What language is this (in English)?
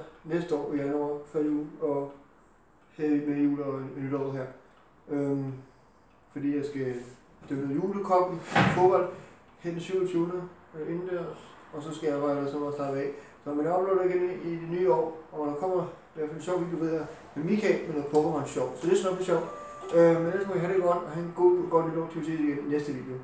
Danish